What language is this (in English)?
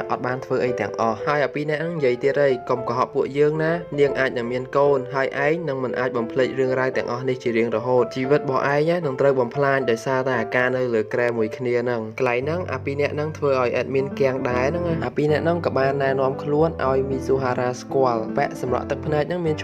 Khmer